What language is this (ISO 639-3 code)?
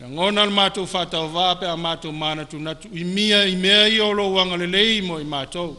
smo